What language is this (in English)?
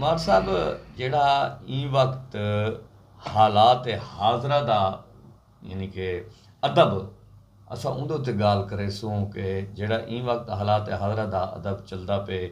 Saraiki